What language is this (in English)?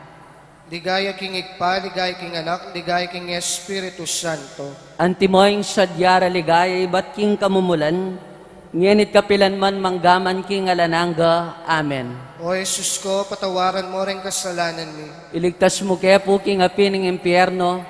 Pampanga